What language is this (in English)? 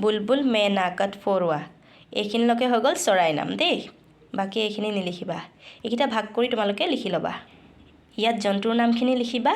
Assamese